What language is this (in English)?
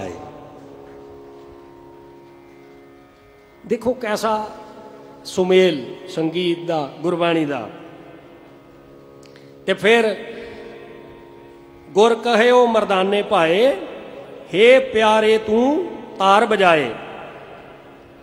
Punjabi